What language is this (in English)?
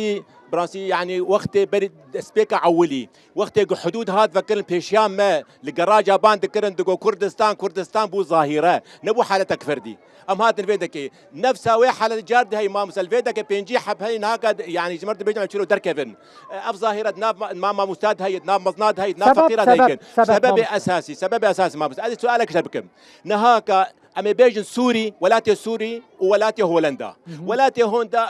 Kurdish